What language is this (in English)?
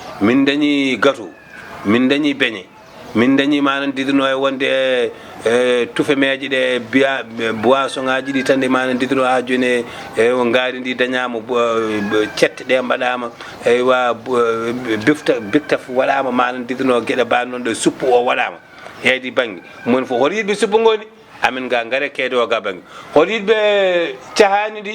Fula